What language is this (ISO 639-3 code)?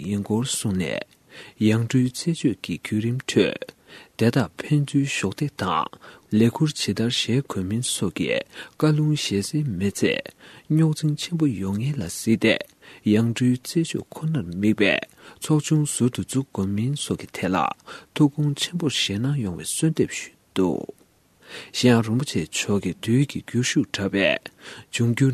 bod